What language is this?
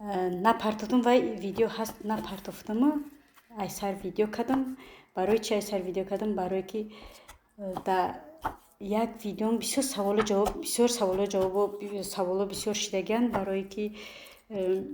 Tajik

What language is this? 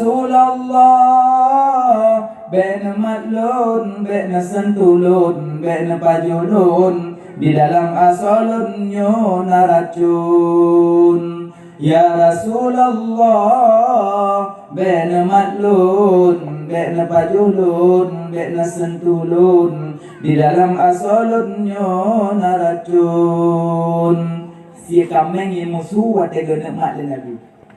Achinese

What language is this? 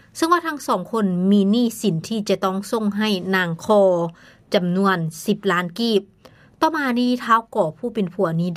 Lao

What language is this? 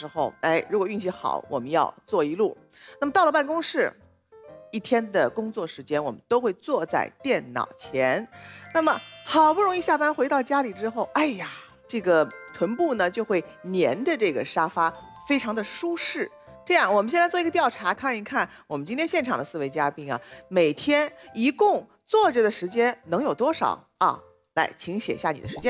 Chinese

